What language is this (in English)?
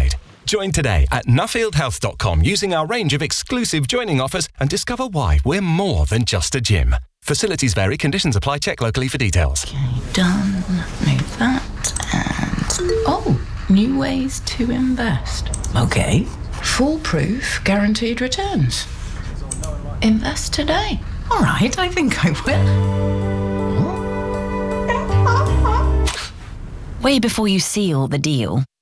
English